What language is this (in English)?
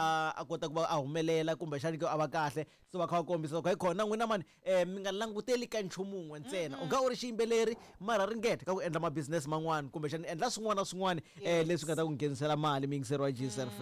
Tsonga